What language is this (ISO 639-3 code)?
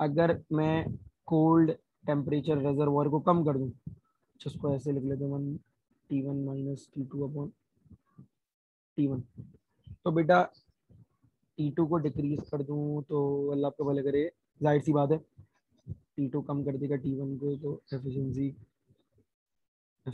hin